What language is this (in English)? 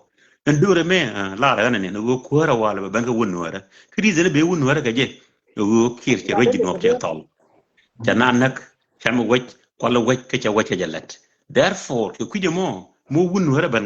Nuer